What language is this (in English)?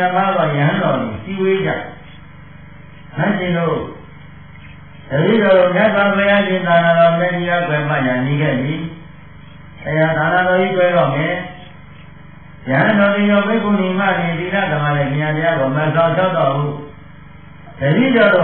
Burmese